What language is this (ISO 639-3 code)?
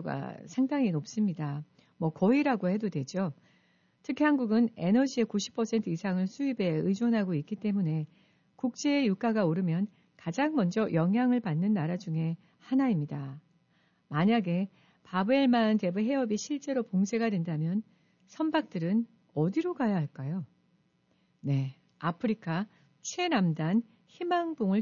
kor